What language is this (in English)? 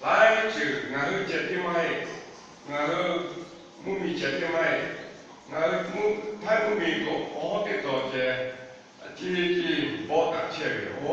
Lahu